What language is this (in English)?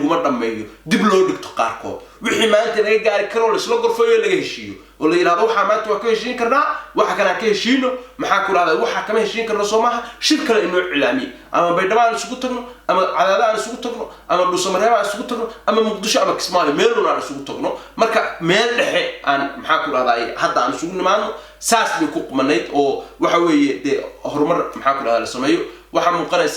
Somali